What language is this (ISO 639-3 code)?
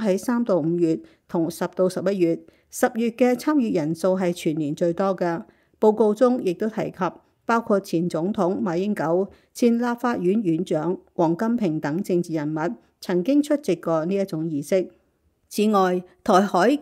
yue